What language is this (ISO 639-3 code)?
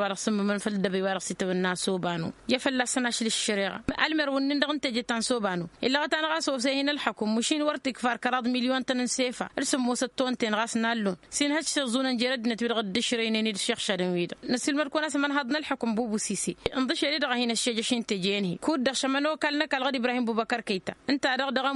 taq